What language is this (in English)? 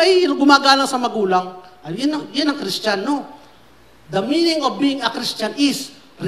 Filipino